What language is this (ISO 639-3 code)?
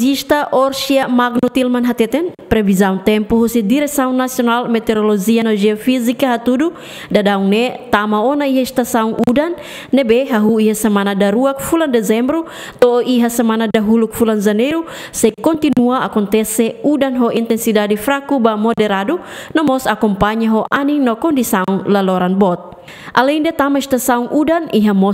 tet